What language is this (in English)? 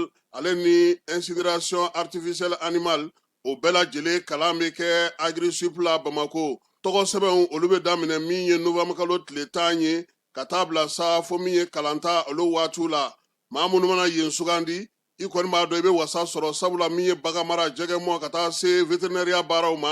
Bambara